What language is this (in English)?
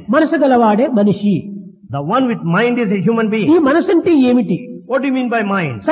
Telugu